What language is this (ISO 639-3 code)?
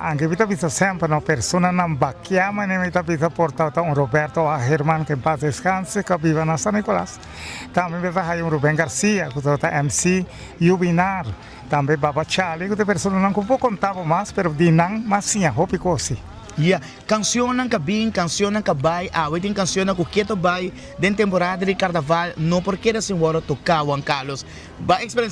pap